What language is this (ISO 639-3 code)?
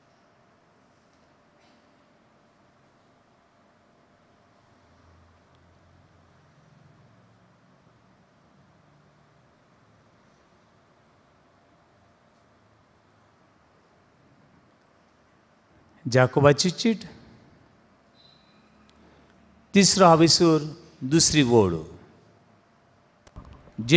kok